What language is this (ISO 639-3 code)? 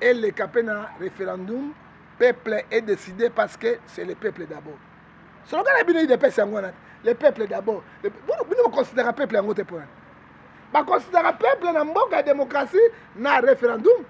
lin